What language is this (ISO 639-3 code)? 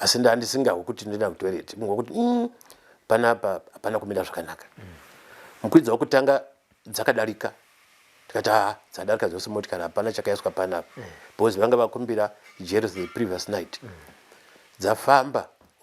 sna